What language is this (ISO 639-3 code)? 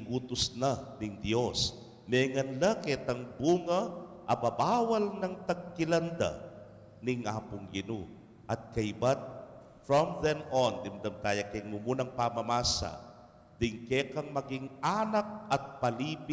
pam